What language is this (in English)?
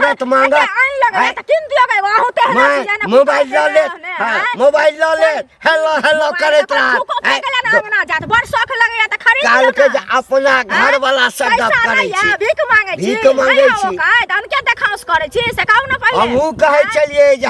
Maithili